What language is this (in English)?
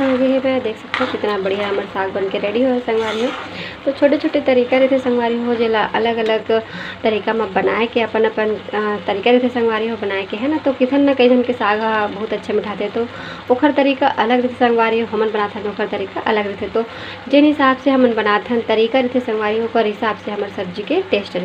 Chhattisgarhi